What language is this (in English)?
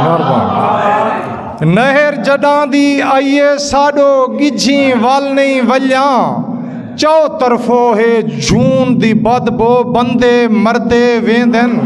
Saraiki